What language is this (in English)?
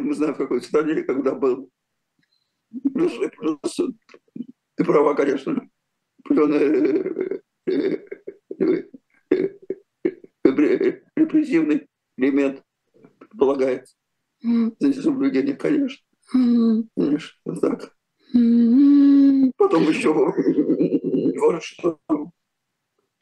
Russian